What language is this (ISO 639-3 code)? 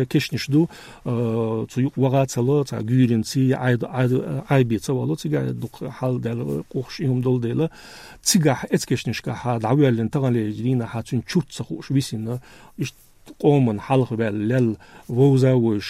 che